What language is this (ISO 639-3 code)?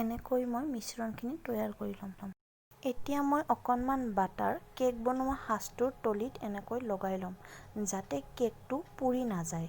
asm